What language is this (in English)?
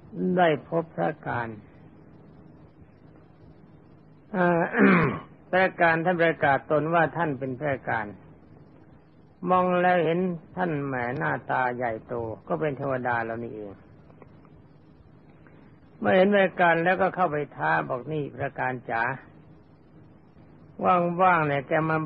Thai